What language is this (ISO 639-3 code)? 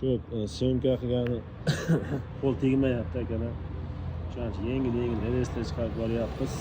uzb